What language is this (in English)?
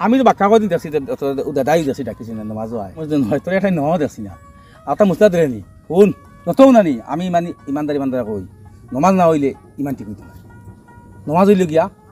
Sylheti